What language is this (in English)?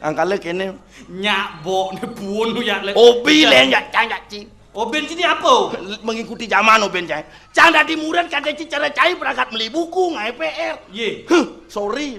Balinese